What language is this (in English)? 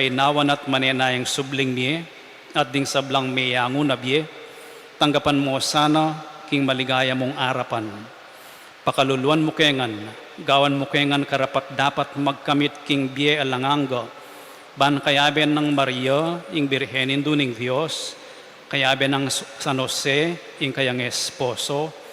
Pampanga